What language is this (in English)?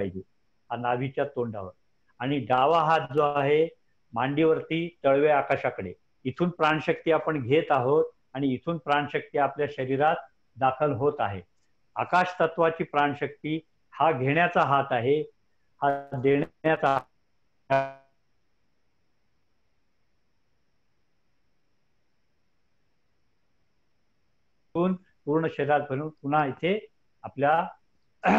Marathi